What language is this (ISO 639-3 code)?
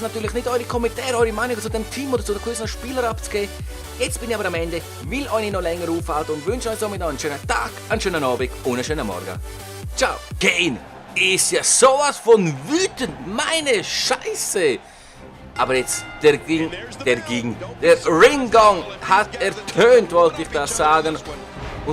gsw